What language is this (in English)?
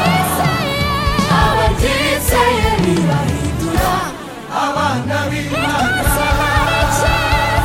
Kinyarwanda